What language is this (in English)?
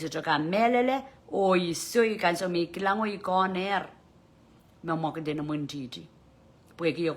Pohnpeian